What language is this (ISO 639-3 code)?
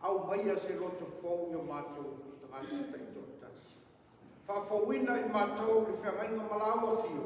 smo